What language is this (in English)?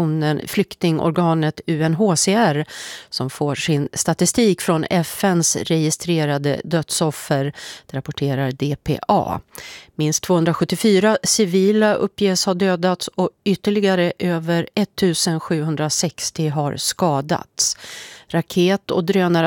Swedish